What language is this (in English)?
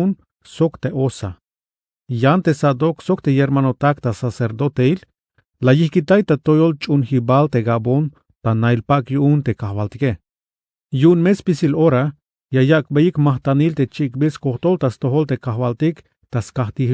Tzeltal